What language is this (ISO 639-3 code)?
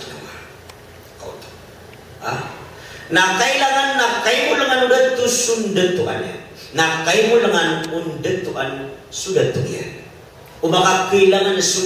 mrw